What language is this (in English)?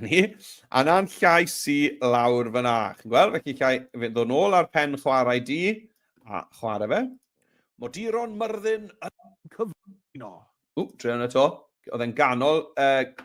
Welsh